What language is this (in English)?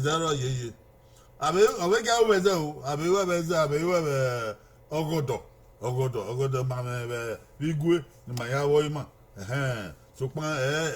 Bini